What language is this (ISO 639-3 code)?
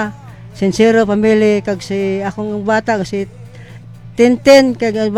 hil